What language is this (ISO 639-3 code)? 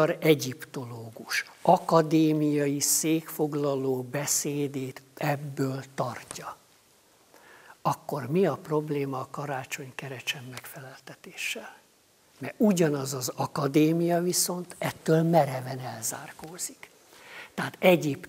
hun